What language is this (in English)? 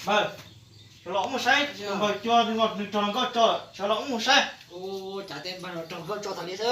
Hmong